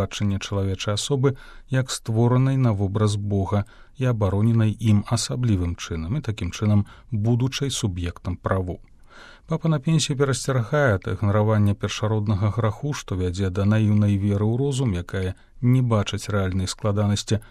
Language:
Belarusian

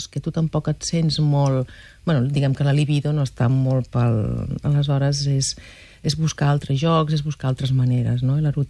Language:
Catalan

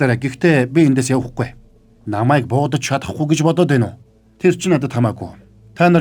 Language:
Mongolian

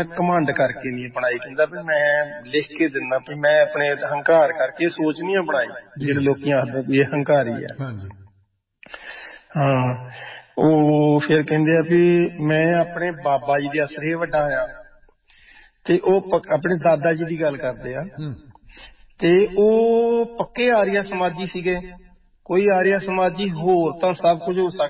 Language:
Punjabi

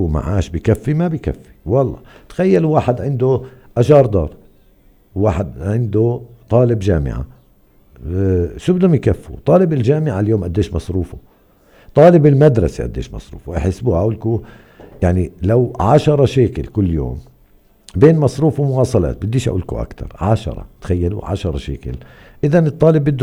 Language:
North Levantine Arabic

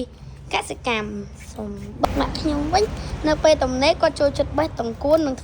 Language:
Khmer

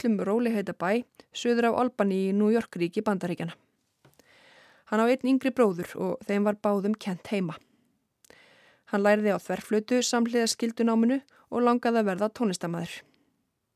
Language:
Icelandic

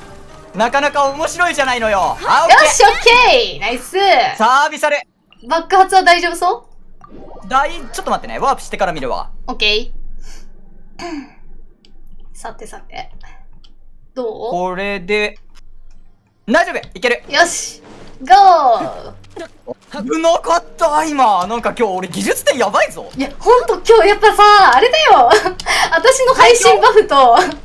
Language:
Japanese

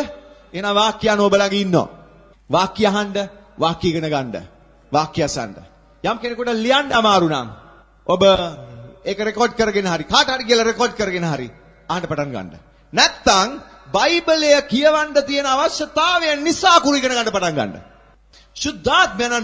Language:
Sinhala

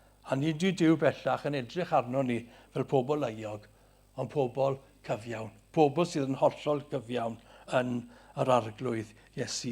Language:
Welsh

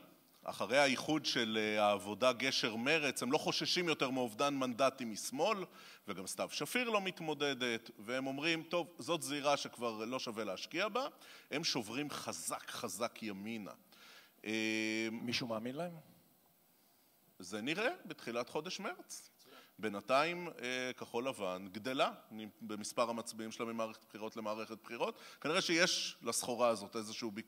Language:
Hebrew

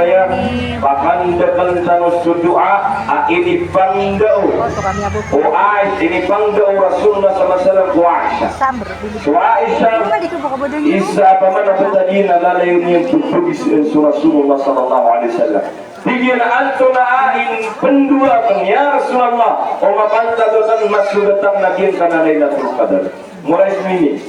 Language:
Maranao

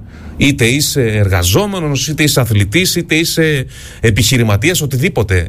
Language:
Greek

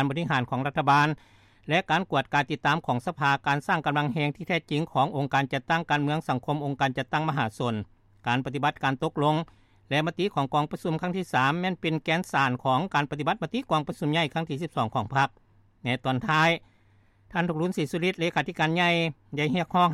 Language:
Lao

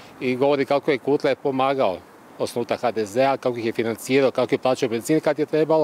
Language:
Croatian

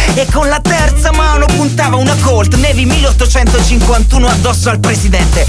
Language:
Italian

